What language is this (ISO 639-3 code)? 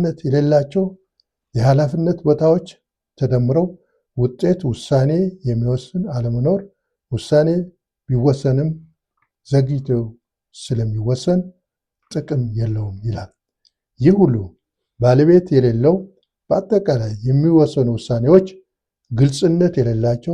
amh